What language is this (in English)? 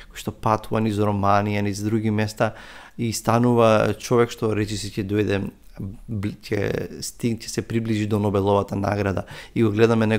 Macedonian